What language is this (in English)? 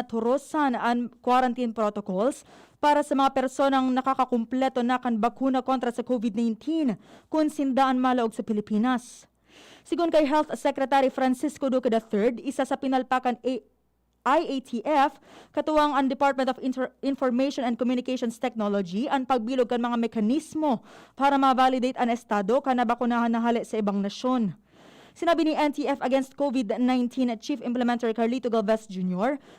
Bikol